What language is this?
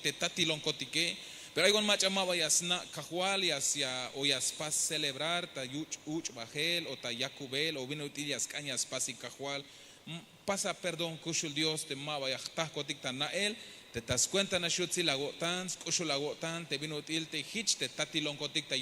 Tzeltal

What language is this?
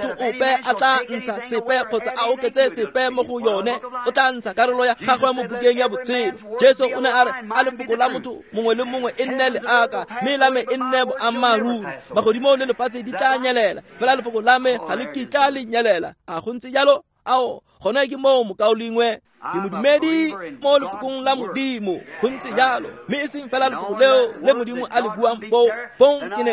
Tswana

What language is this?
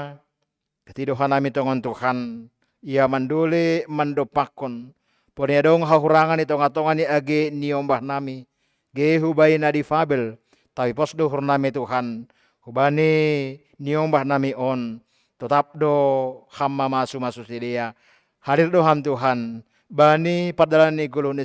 Batak Simalungun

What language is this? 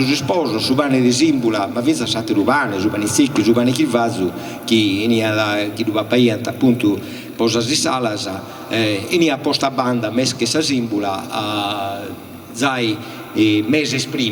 Sardinian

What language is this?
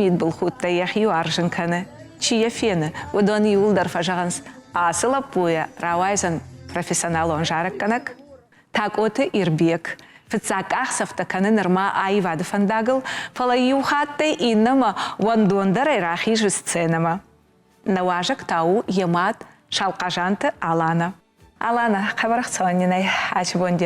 Ossetic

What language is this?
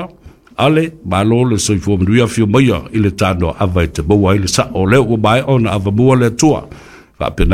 Samoan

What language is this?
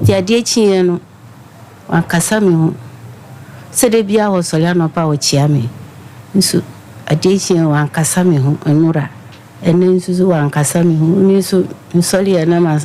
Akan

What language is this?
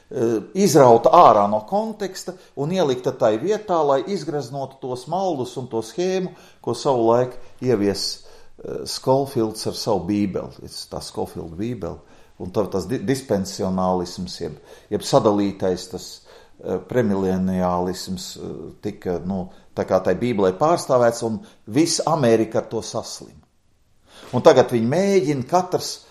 Latvian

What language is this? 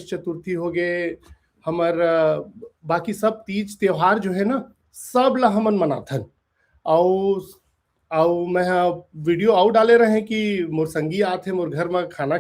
Chhattisgarhi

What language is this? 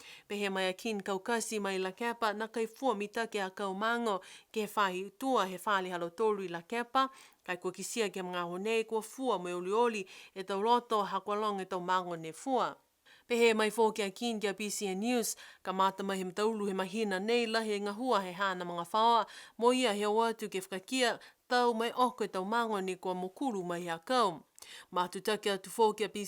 Niuean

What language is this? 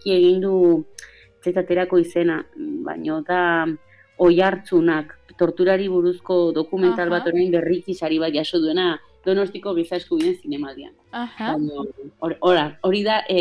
Basque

